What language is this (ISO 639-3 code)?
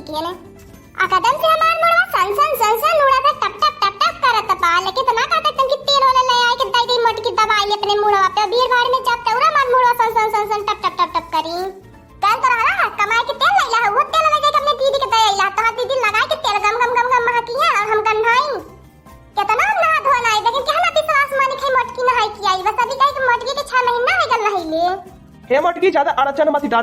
awa